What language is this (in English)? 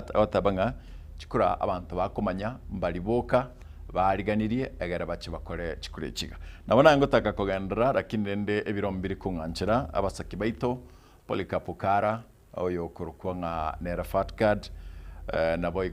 Gusii